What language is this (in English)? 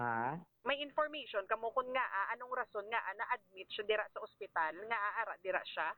Hiligaynon